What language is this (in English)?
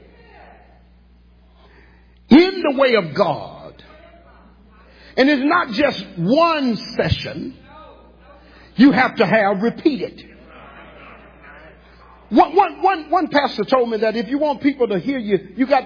English